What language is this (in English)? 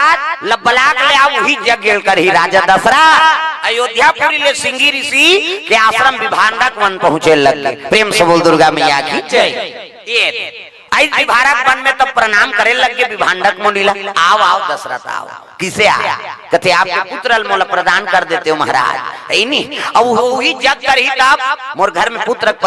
Chhattisgarhi